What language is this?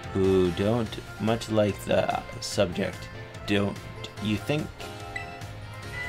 English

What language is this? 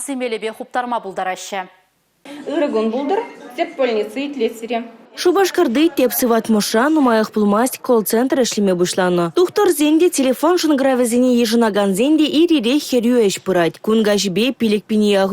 Chuvash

